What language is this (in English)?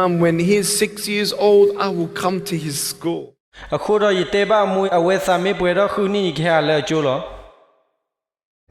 S'gaw Karen